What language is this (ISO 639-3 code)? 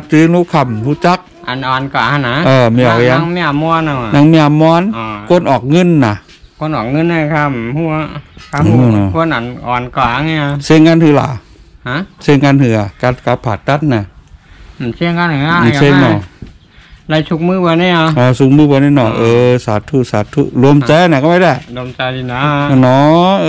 shn